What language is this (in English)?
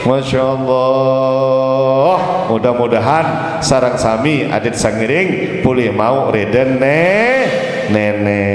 Sasak